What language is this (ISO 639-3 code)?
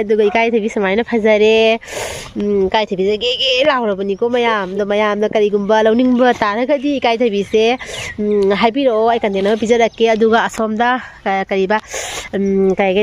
mni